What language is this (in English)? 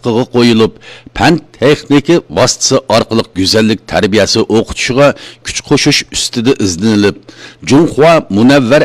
Uyghur